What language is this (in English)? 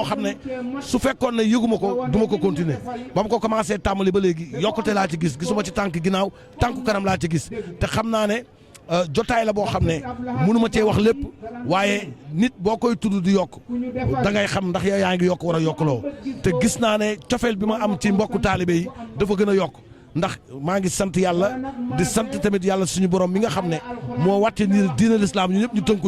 Wolof